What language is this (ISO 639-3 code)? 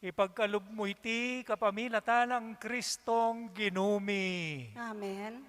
pam